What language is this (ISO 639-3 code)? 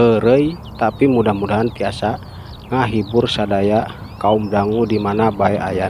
sun